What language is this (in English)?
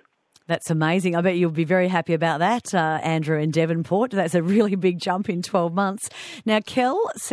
English